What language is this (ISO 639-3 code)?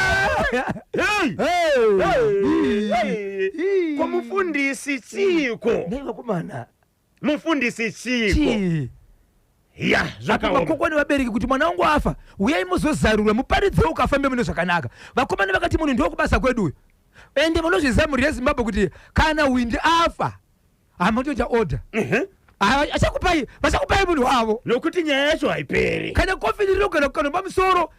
sna